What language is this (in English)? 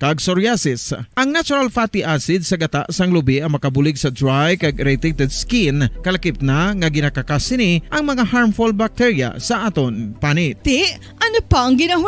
Hiligaynon